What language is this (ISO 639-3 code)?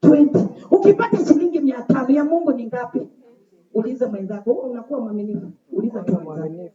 swa